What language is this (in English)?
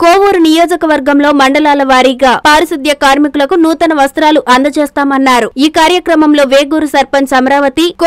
Telugu